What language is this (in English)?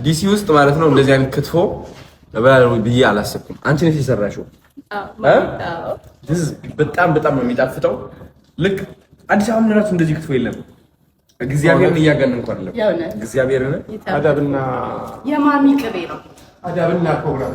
Amharic